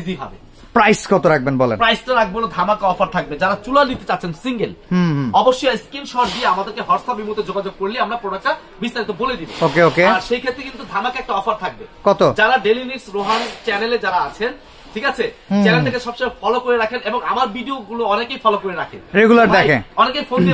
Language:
Bangla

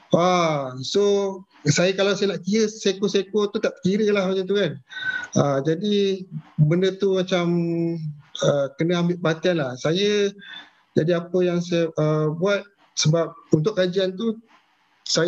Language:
Malay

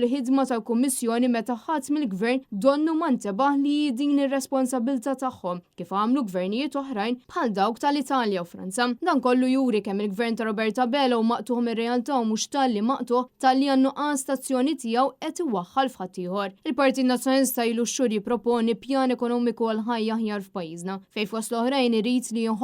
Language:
Maltese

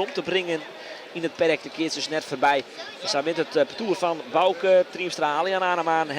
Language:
Western Frisian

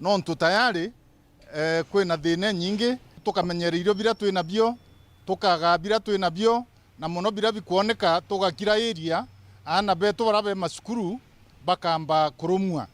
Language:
Meru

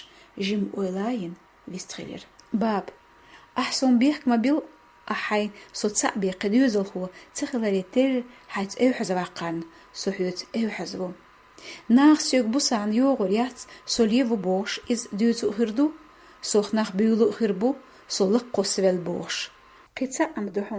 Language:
Chechen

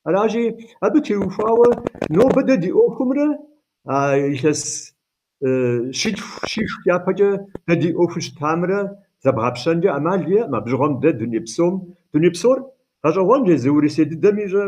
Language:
Kabardian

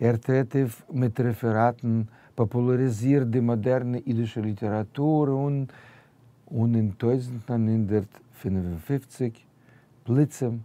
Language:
Yiddish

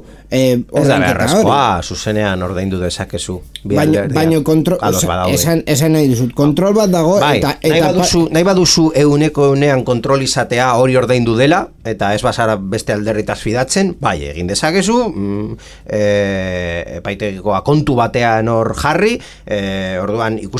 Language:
Basque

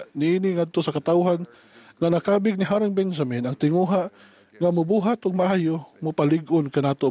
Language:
Cebuano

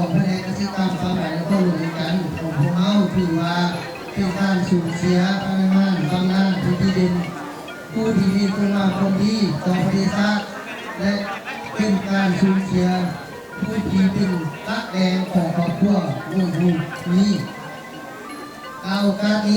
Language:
Lao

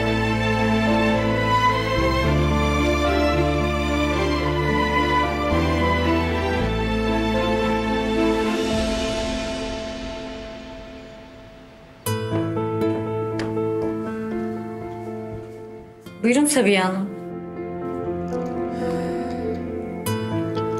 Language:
Turkish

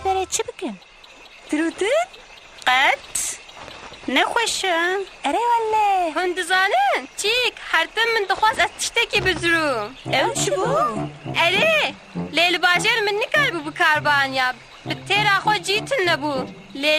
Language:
Kurdish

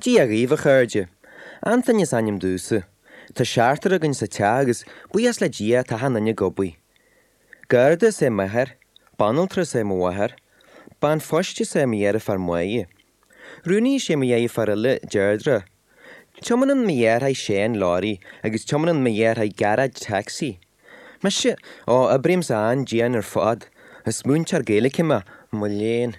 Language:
Irish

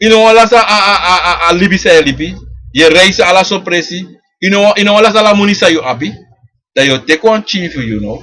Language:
Sranan Tongo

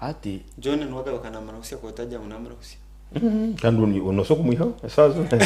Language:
Nyankole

